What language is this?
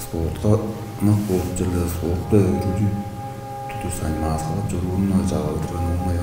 Tuvinian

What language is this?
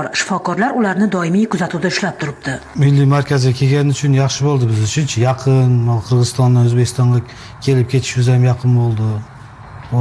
Uzbek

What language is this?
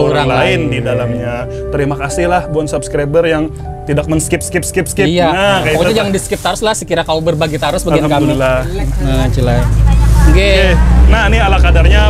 Banjar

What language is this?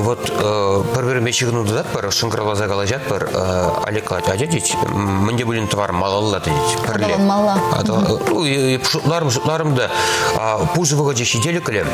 Chuvash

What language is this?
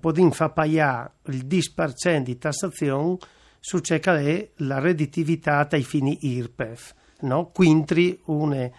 Friulian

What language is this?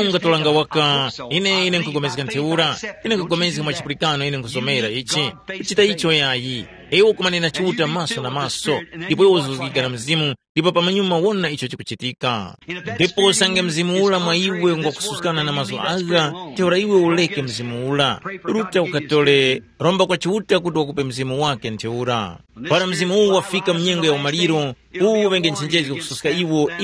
Tumbuka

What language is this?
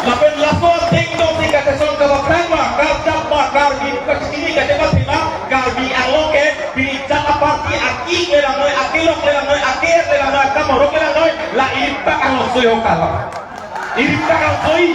Karbi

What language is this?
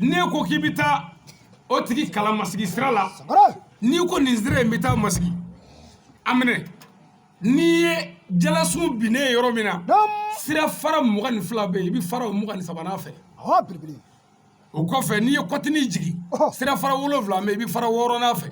Bambara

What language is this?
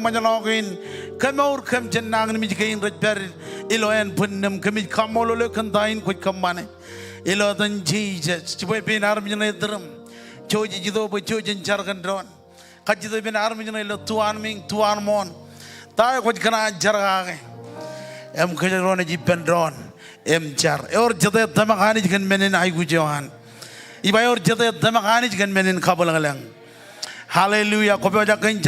Marshallese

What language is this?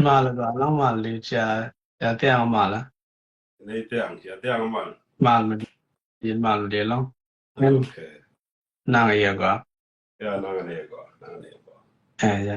Nuer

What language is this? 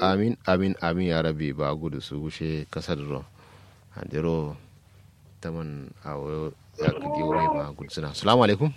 Kanuri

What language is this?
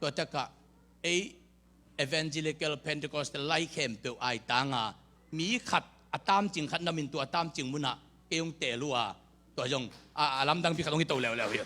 Tedim Chin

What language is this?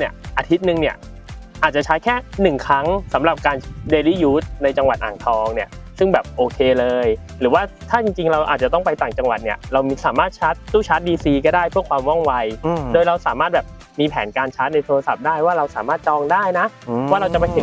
Thai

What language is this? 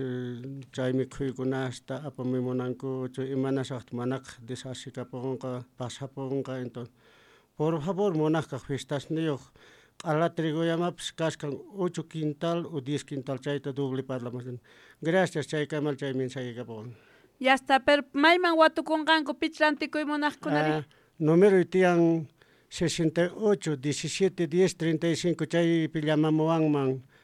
South Bolivian Quechua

